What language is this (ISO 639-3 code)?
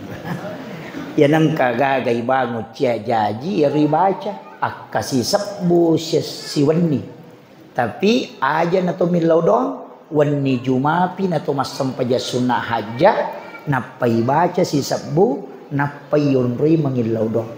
bug